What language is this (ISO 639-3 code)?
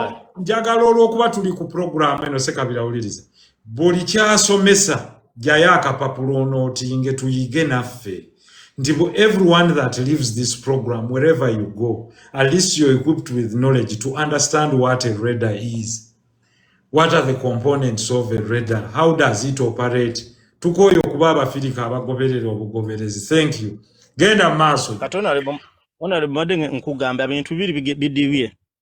lug